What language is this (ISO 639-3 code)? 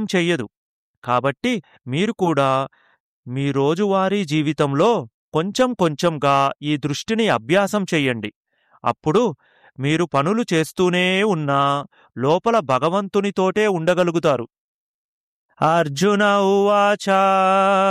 tel